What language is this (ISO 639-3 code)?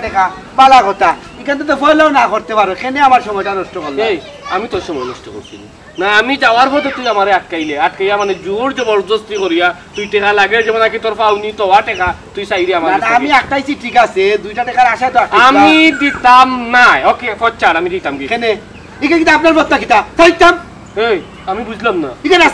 syl